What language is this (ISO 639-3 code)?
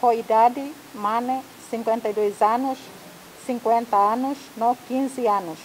tet